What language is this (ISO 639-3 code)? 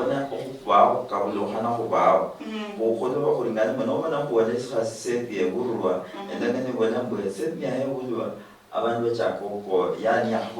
luy